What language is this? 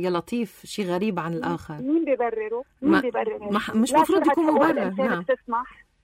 North Levantine Arabic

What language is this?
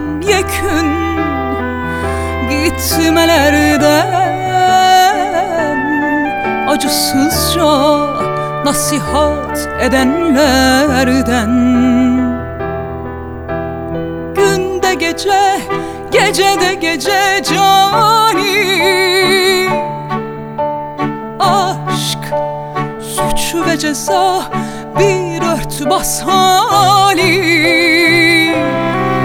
Turkish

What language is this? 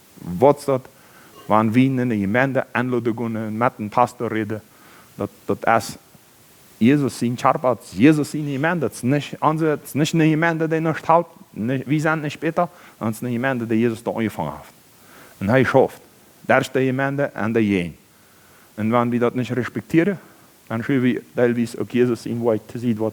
Plautdietsch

